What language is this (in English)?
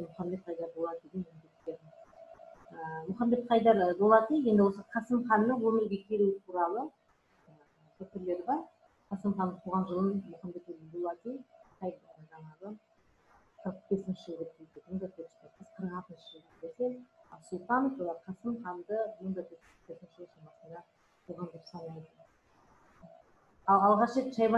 Kazakh